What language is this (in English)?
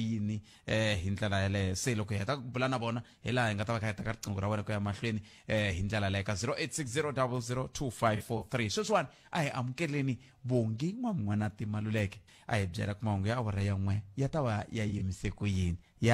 Tsonga